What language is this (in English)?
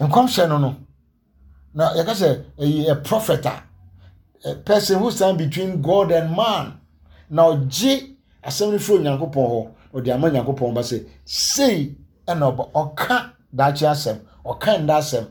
Akan